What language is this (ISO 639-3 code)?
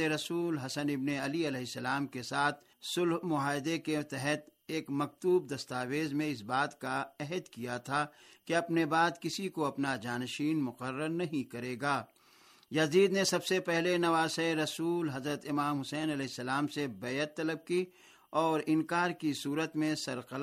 urd